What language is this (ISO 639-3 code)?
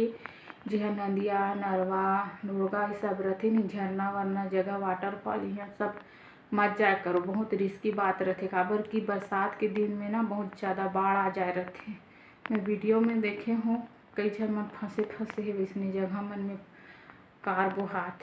hne